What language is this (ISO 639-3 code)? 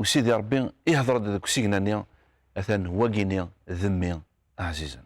kab